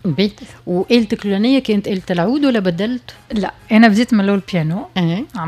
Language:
Tunisian Arabic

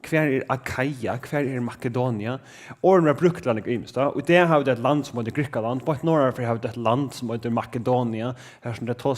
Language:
Faroese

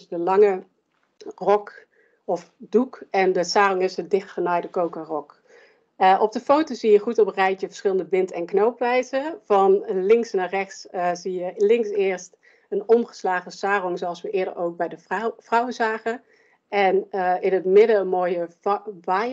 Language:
Dutch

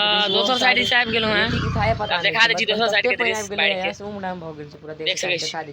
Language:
Maithili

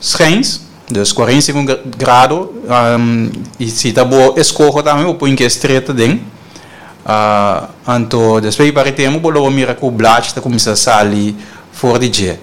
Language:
Papiamento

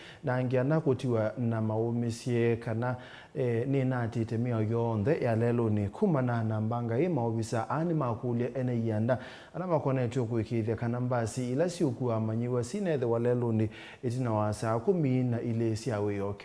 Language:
Kamba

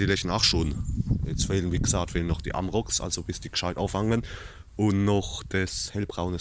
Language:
Palatine German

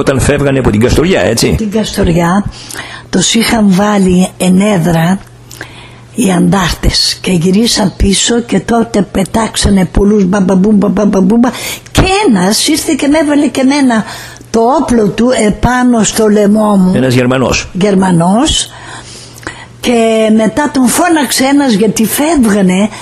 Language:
Greek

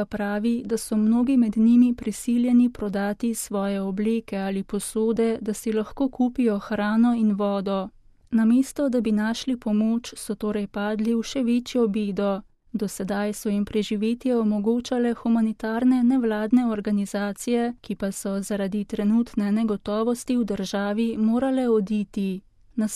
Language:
Slovenian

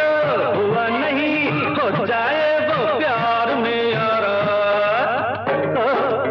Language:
Hindi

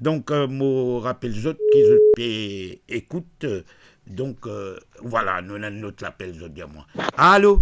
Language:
Morisyen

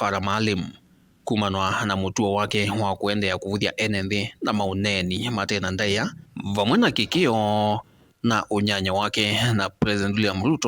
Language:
Kamba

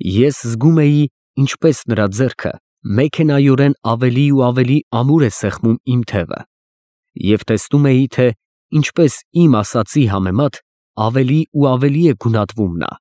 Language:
Armenian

